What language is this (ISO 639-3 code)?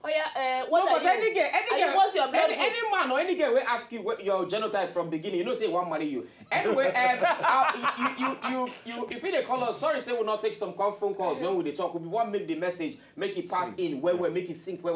pcm